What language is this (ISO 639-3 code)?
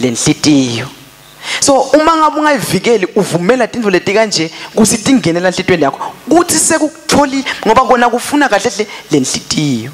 ssw